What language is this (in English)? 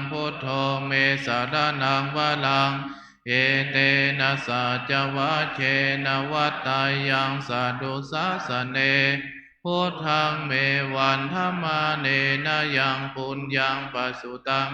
Pali